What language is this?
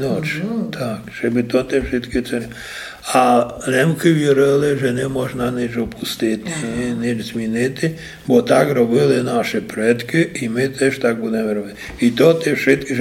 Rusyn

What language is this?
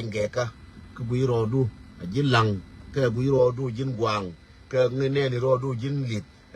Nuer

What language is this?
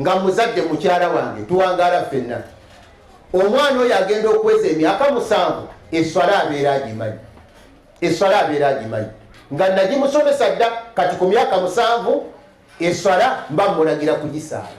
Ganda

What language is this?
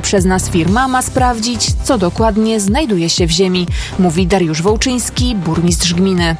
Polish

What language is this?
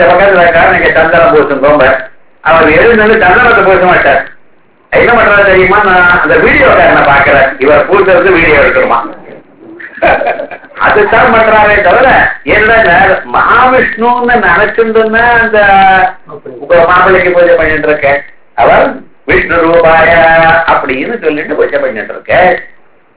Tamil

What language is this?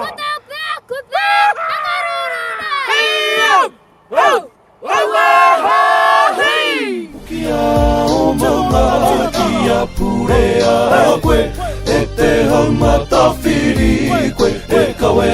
Māori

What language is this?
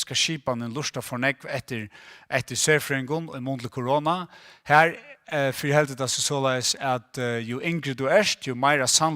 Faroese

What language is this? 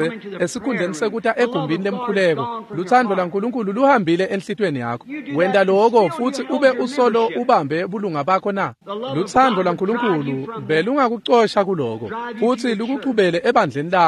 Swati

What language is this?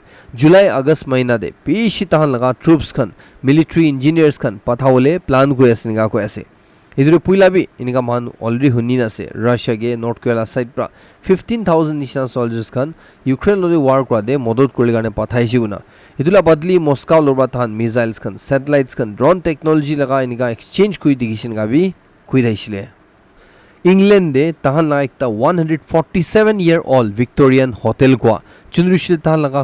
Naga Pidgin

